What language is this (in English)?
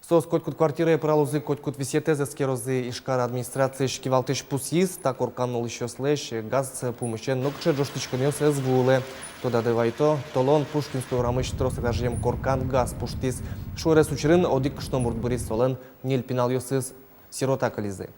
Udmurt